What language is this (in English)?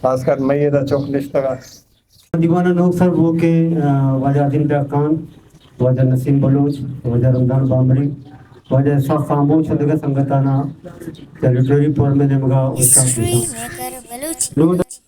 Eastern Balochi